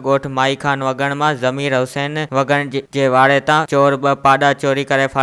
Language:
Sindhi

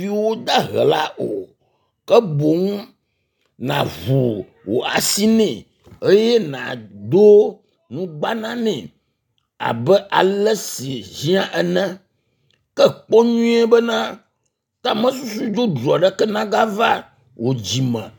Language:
Ewe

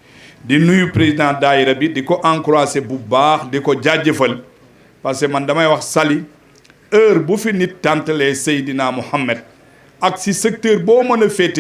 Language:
Wolof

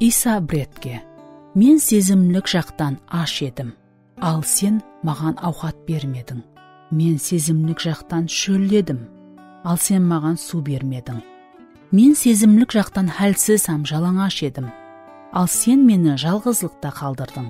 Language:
Kara-Kalpak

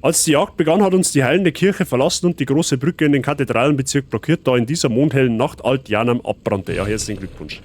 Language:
Bavarian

